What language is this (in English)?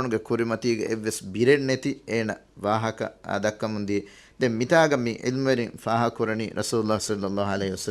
Divehi